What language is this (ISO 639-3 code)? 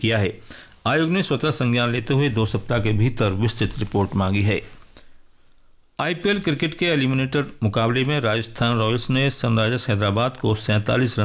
hin